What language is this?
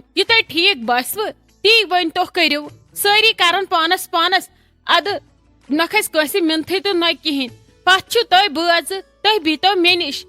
Kashmiri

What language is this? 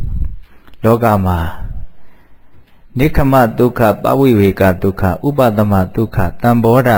Burmese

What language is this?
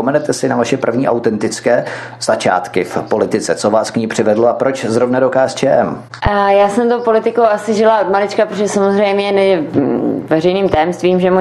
Czech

